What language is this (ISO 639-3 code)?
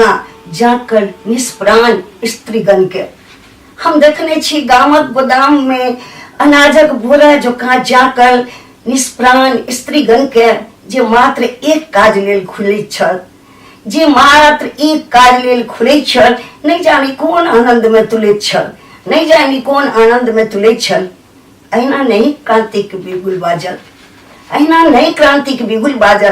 mai